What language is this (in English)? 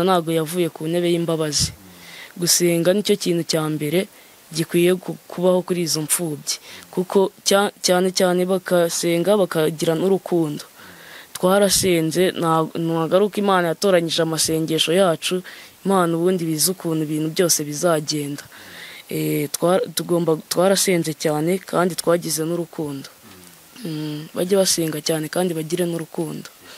Kinyarwanda